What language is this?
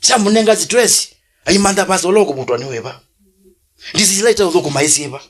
Kamba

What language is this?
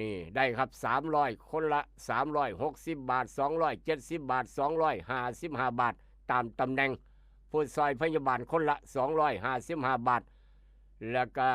Lao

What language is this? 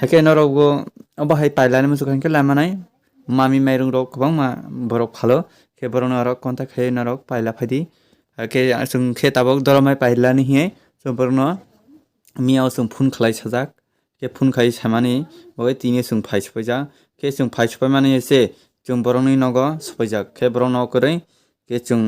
Kok Borok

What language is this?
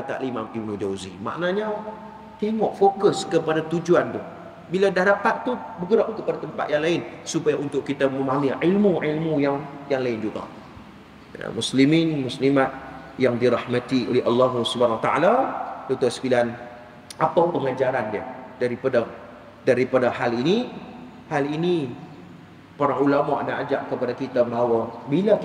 Malay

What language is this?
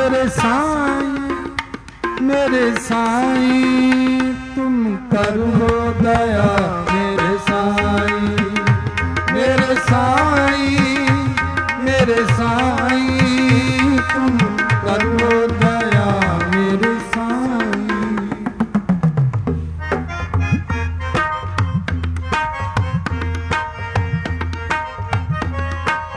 Punjabi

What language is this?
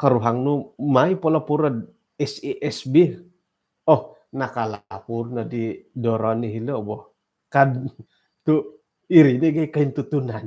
Central Dusun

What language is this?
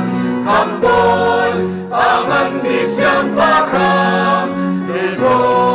Hakha Chin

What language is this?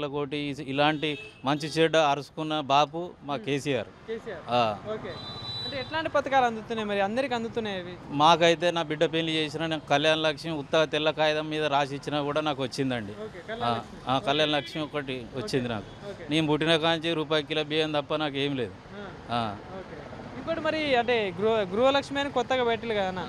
Telugu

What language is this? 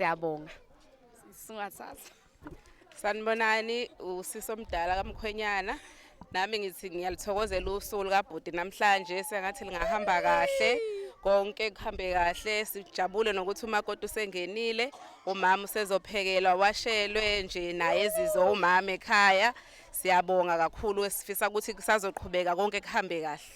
Zulu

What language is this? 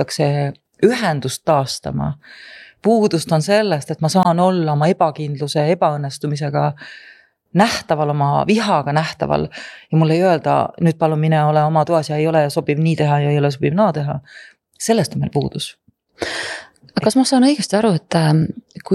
Estonian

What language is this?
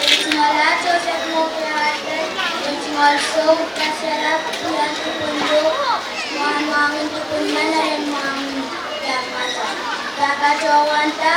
Pohnpeian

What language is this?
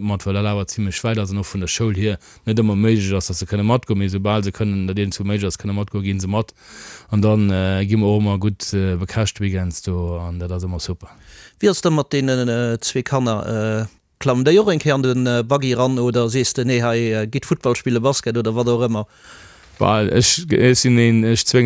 Luxembourgish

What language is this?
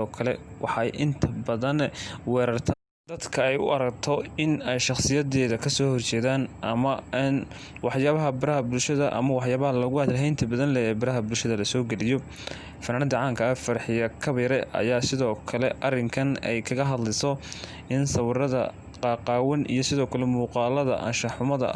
Somali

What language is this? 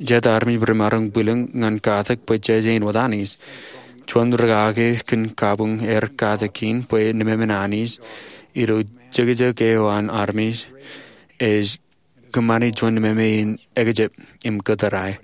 Marshallese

